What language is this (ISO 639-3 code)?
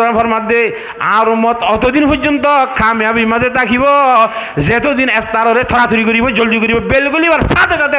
rhg